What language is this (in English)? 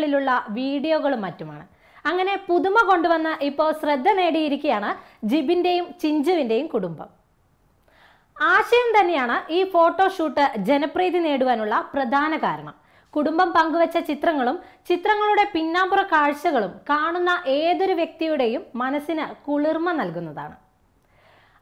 Malayalam